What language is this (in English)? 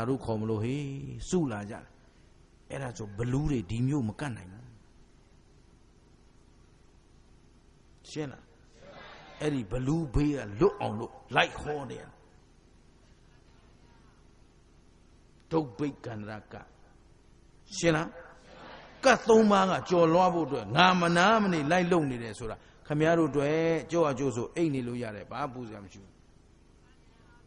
Burmese